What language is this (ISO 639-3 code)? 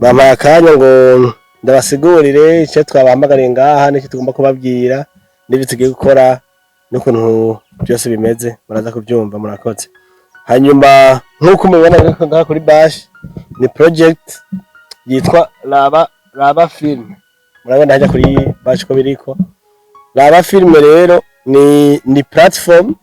run